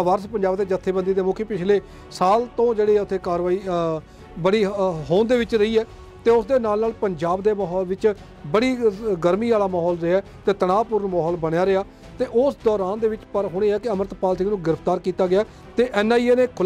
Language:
Punjabi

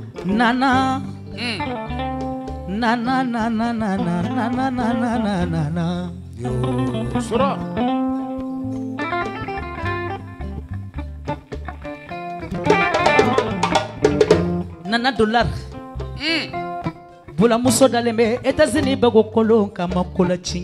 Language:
Bambara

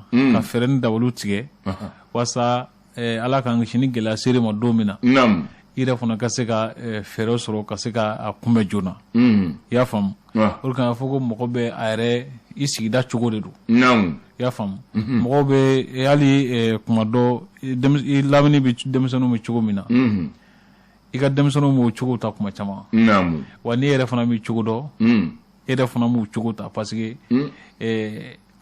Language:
Bambara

